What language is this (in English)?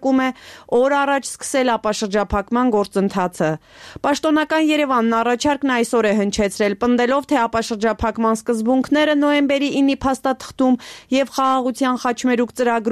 Armenian